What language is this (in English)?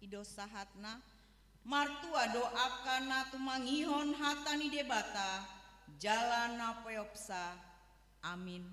Batak Toba